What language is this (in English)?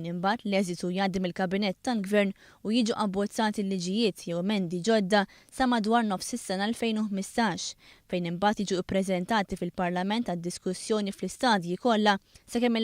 Maltese